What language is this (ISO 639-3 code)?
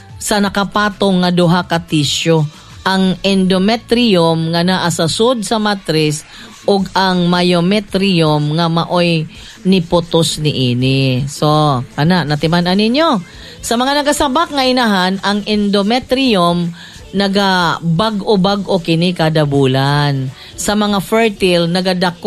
ceb